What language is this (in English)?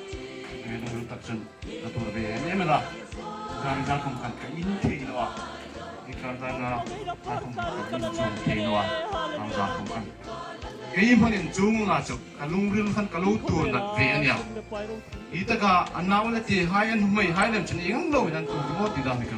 Hmar